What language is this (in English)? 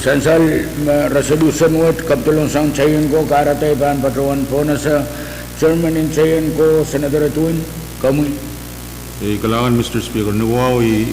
Pohnpeian